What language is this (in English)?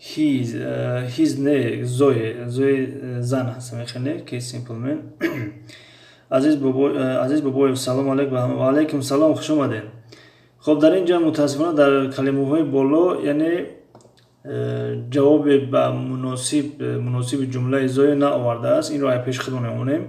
Tajik